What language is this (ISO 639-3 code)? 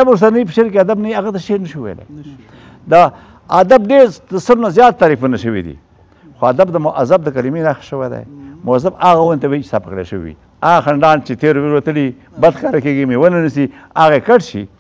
pus